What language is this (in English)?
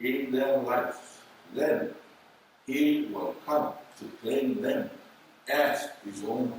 Samoan